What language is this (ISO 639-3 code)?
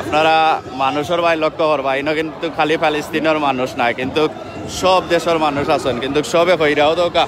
syl